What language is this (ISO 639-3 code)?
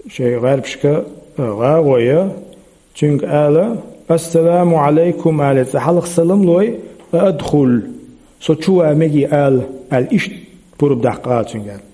che